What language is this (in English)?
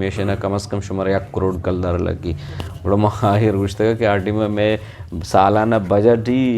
Eastern Balochi